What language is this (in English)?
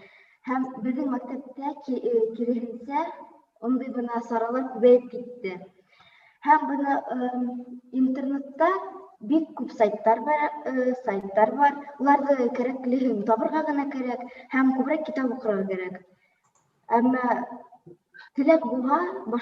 Bashkir